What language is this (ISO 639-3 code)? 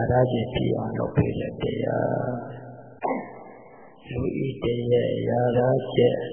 mya